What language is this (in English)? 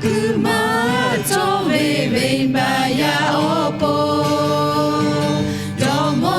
Lahu